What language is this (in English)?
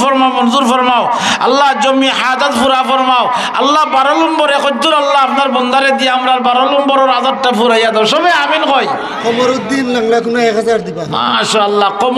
Sylheti